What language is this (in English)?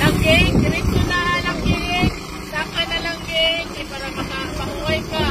Hiligaynon